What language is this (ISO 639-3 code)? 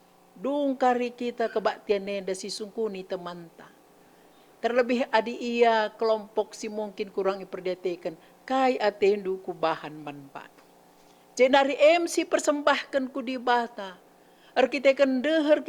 btx